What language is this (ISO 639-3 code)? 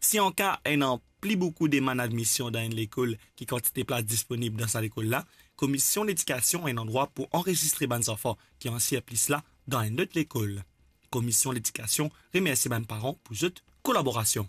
mfe